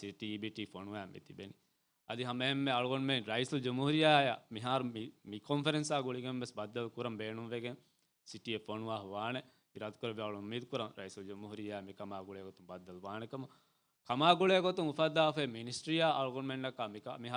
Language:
Divehi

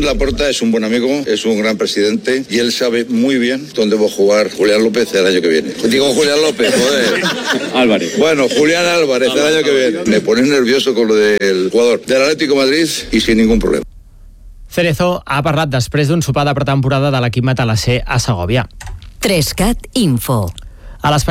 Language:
Catalan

